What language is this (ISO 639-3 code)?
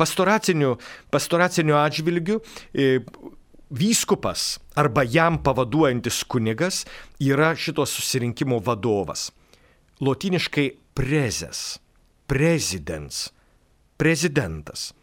lit